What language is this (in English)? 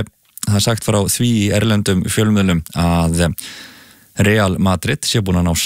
Icelandic